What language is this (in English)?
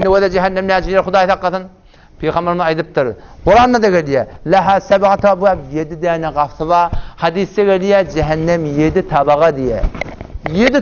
Turkmen